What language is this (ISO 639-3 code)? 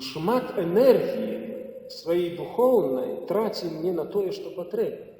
bel